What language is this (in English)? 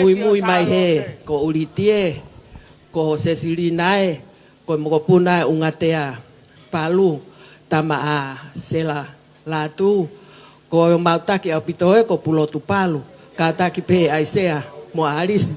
Tongan